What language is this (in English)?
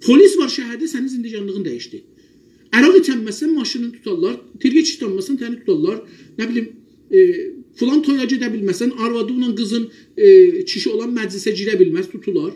South Azerbaijani